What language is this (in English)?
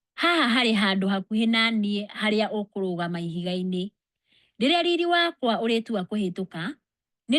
Kikuyu